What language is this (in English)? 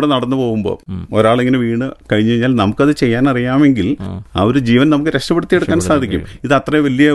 Malayalam